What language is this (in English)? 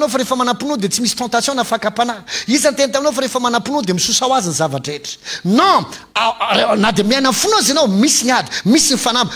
Malagasy